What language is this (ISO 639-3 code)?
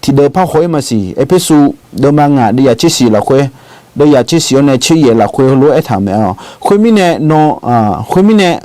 ahk